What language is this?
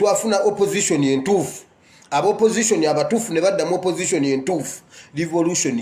Ganda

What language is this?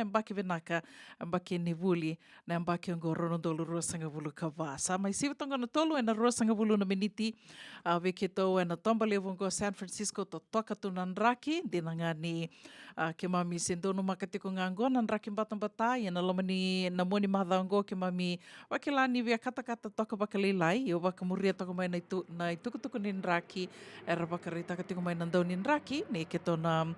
Fijian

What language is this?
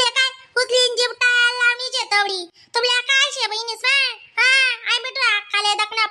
Khandesi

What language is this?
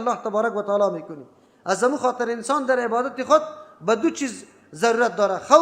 Persian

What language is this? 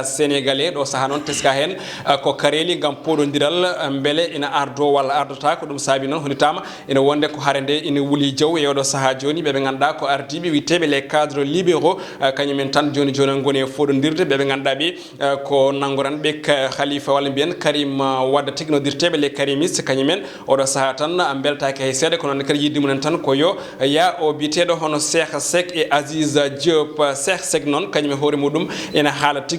Fula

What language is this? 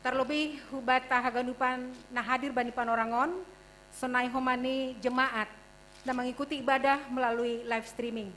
Batak Simalungun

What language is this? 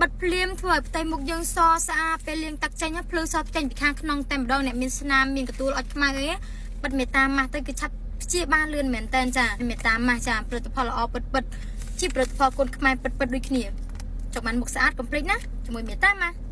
Khmer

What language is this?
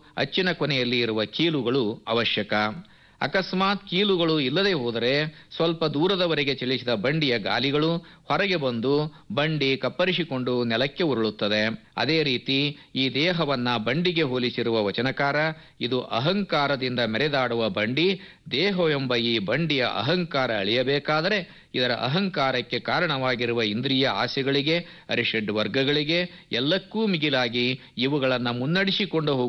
Kannada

